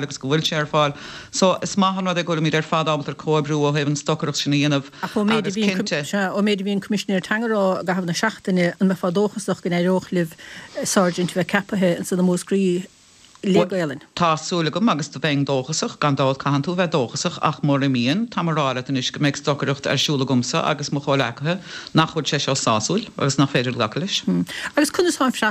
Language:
Irish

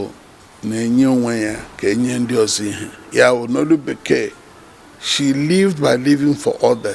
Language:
Igbo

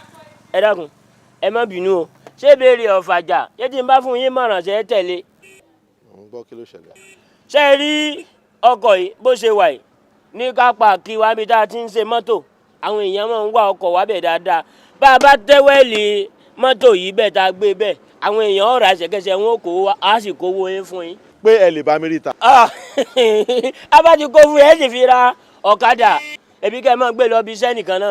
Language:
Yoruba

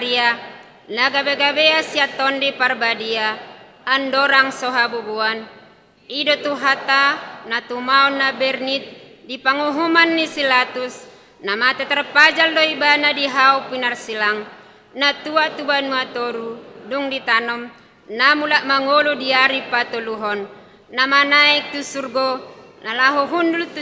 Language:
Batak Toba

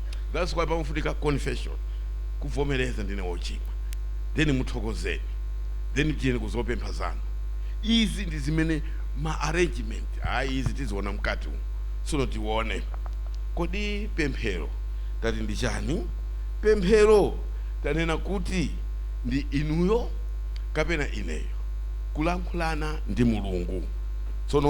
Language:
Nyanja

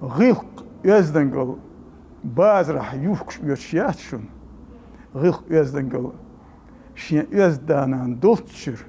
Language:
Chechen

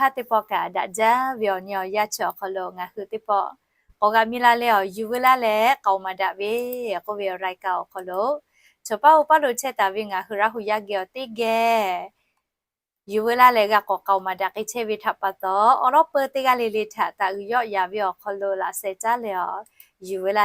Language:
Lahu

